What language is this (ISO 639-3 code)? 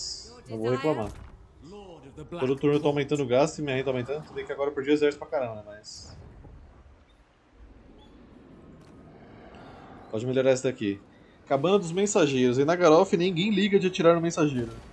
por